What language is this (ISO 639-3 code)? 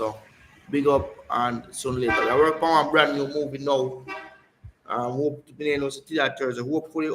jam